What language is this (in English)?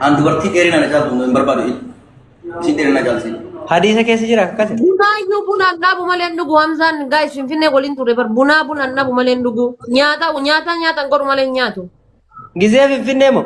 Oromo